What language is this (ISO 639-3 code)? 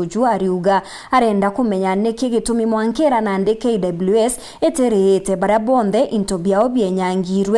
mer